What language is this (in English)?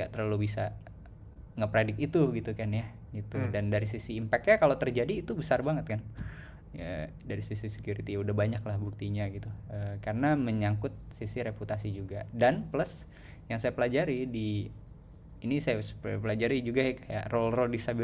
Indonesian